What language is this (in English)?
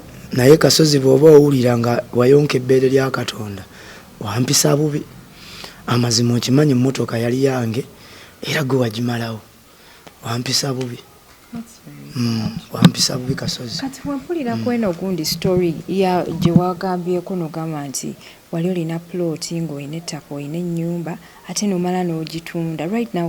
Ganda